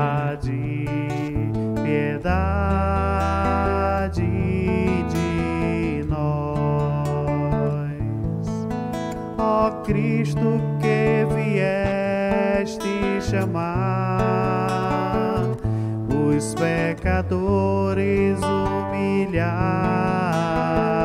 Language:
Portuguese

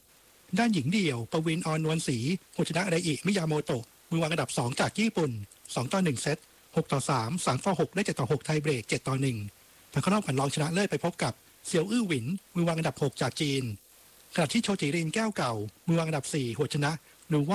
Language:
Thai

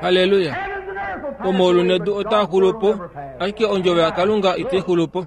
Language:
Kuanyama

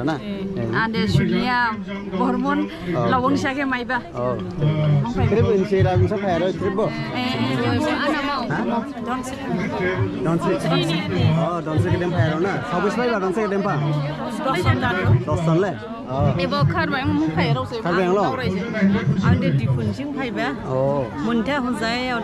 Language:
Dimasa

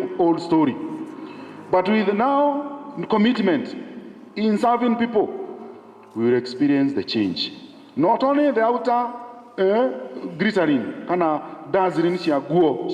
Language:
Kikuyu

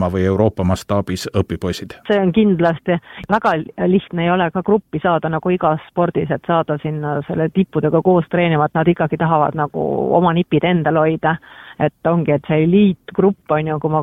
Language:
Estonian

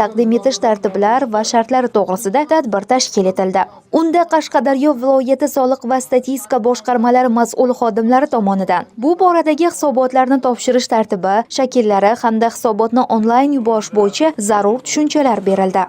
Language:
Uzbek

